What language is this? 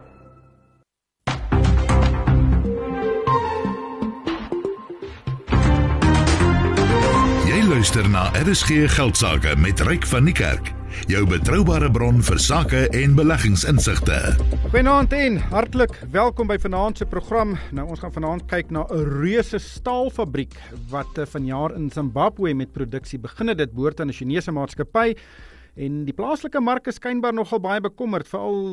Afrikaans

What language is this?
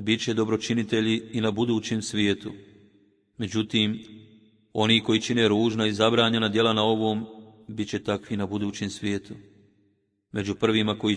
Bosnian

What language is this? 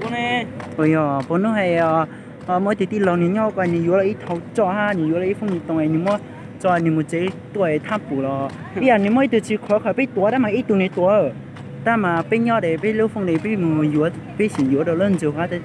Hmong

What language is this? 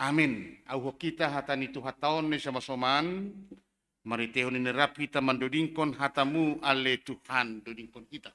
Batak Simalungun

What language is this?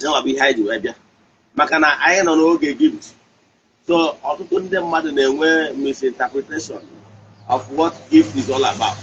Igbo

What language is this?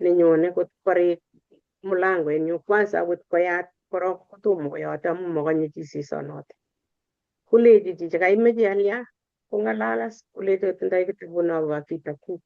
Kalenjin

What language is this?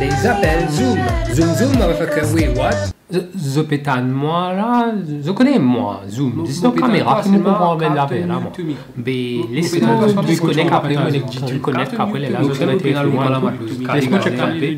Morisyen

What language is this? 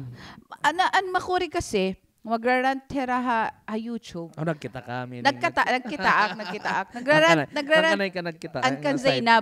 Waray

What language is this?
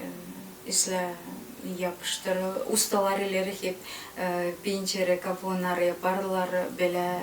Gagauz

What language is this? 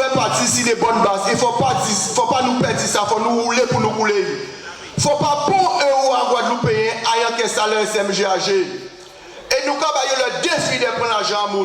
Guadeloupean Creole French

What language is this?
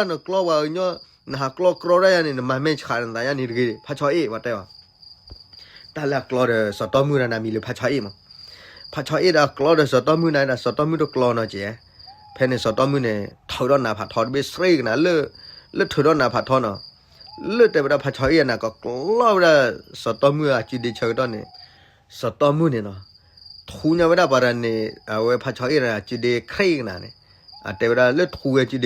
S'gaw Karen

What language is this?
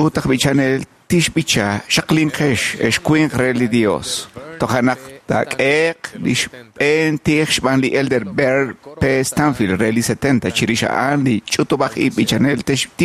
Kekchí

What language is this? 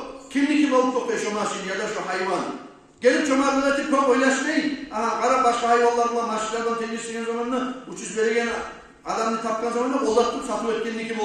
Kumyk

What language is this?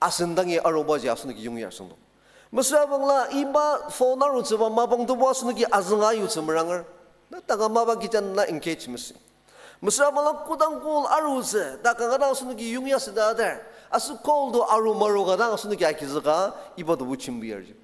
Ao Naga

